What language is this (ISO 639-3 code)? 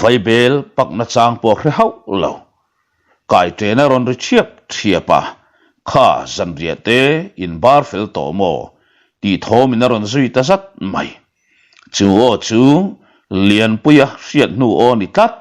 lus